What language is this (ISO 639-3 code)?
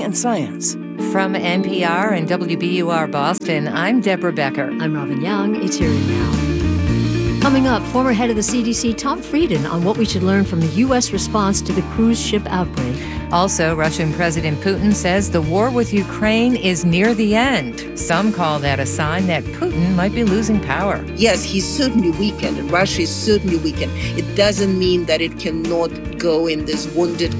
eng